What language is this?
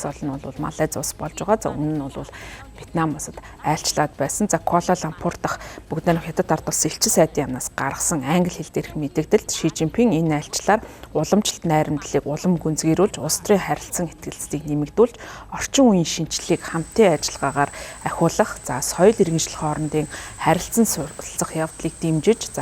Mongolian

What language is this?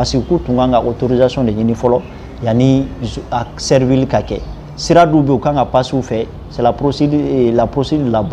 Bambara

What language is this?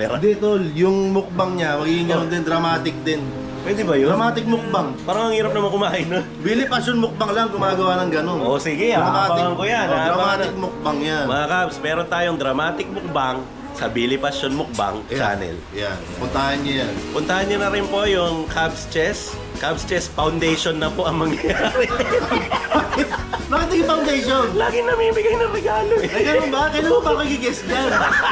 Filipino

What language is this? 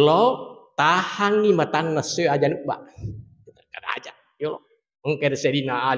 Buginese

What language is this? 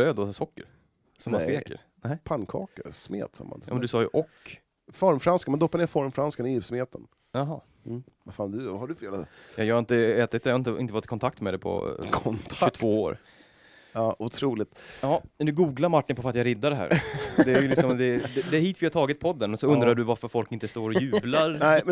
Swedish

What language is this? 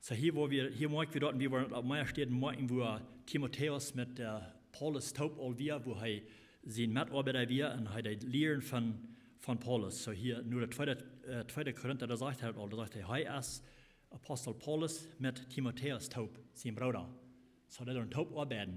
Plautdietsch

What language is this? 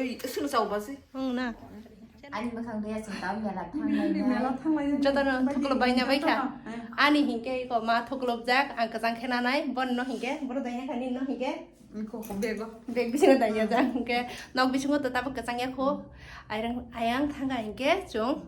Kok Borok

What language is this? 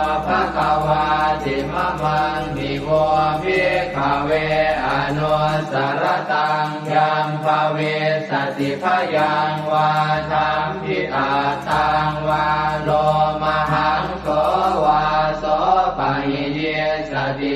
Pali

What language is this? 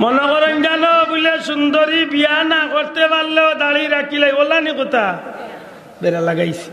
Sylheti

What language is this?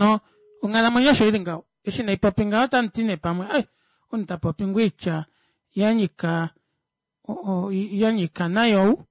Kuanyama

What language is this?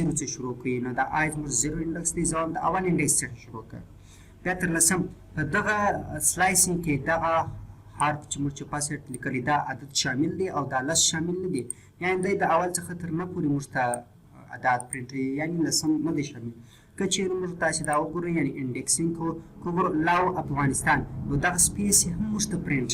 Pashto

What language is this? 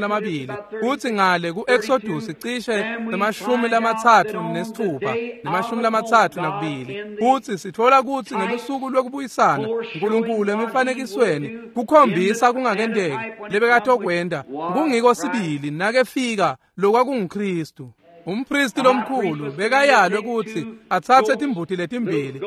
Swati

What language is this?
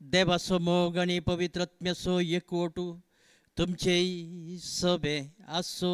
Konkani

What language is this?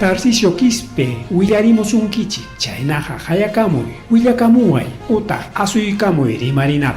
Ayacucho Quechua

